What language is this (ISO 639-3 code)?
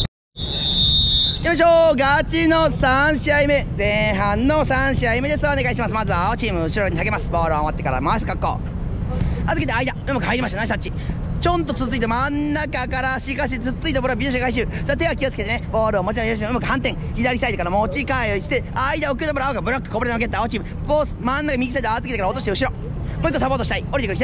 jpn